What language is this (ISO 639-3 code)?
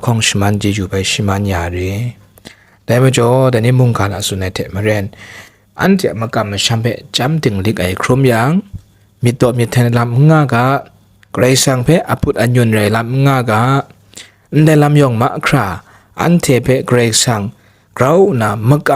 kac